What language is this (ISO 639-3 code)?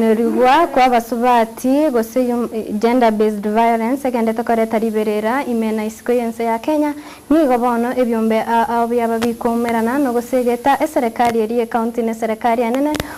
guz